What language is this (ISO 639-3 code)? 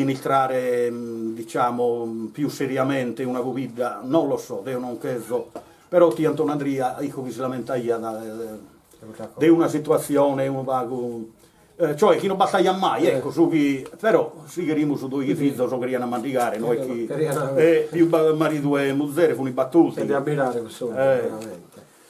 srd